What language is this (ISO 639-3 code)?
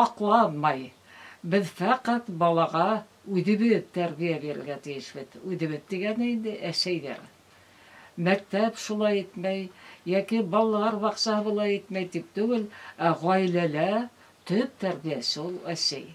bak